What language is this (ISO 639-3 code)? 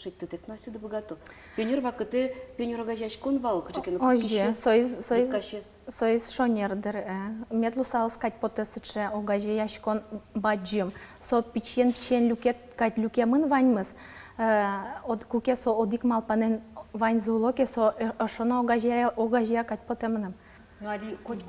udm